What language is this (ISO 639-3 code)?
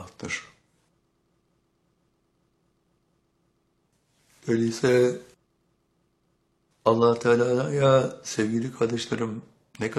tur